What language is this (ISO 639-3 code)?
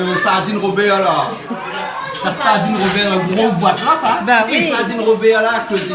rcf